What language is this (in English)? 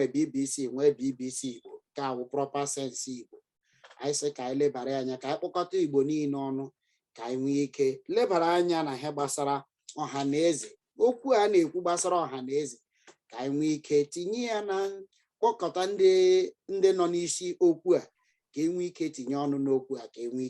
Igbo